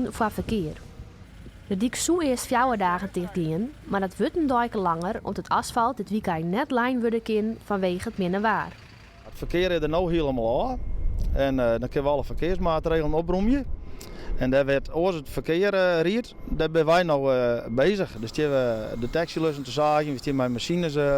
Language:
Western Frisian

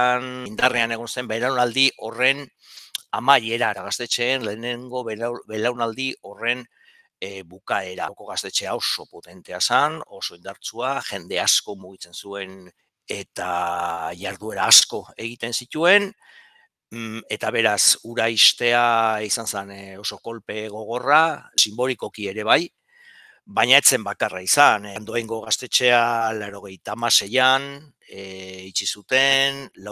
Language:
Basque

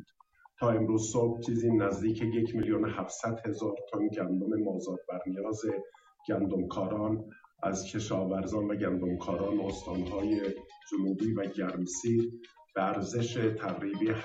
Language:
Persian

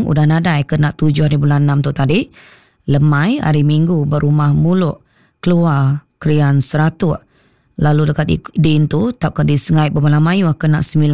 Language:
Iban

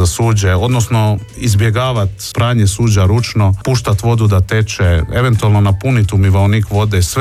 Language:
Croatian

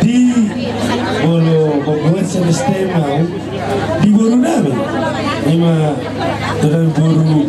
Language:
Batak Toba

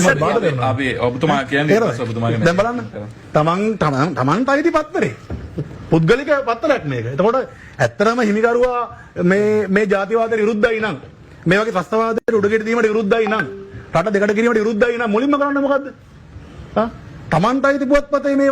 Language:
Sinhala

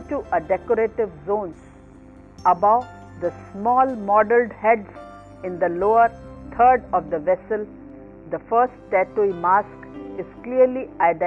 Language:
English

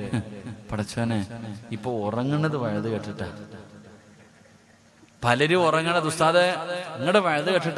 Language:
Malayalam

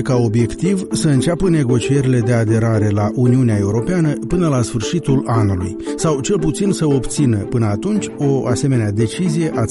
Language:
Romanian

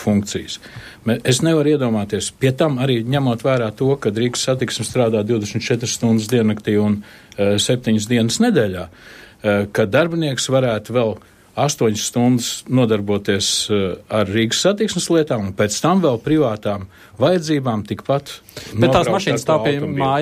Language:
Latvian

